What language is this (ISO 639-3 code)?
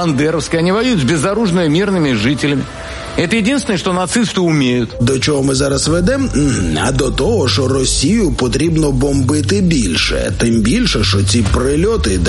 ukr